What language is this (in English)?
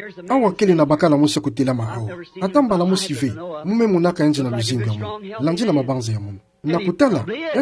Kituba (Democratic Republic of Congo)